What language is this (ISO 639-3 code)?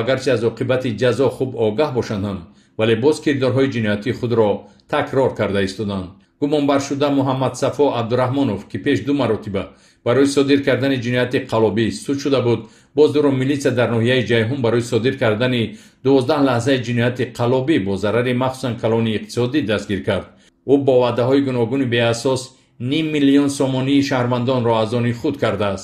tgk